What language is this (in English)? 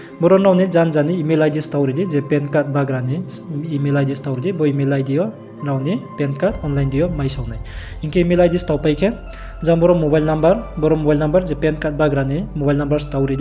Riang (India)